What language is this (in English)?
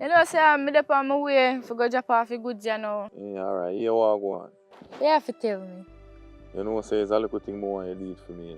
Jamaican Creole English